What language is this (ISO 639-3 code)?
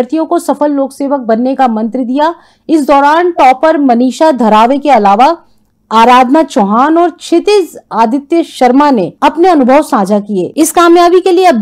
hin